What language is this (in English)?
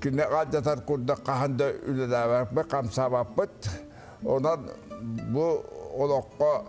Yakut